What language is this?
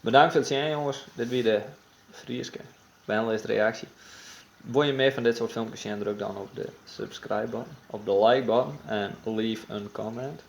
Western Frisian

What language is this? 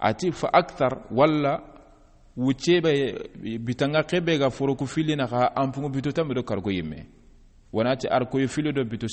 Soninke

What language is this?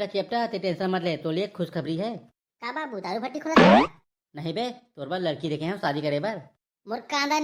Chhattisgarhi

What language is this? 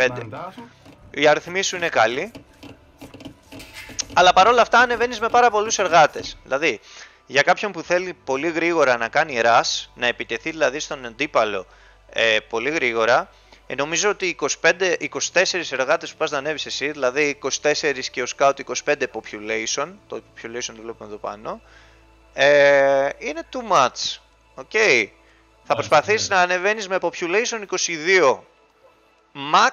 Greek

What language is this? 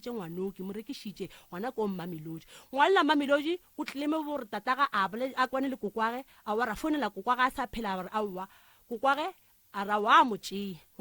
Northern Sotho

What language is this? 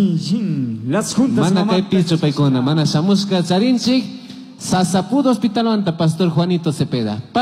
Chimborazo Highland Quichua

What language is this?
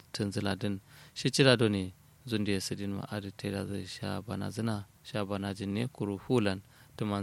Kanuri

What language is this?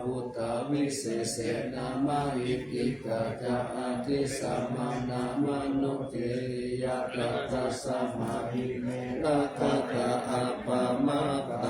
Pali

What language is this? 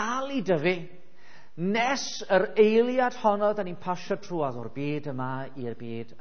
Welsh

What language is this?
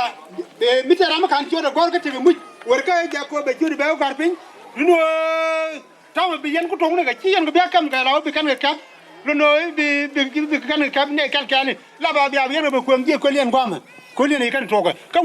Nuer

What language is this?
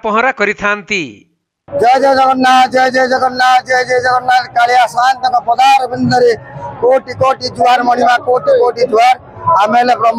Odia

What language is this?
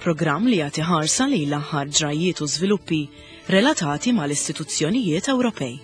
Maltese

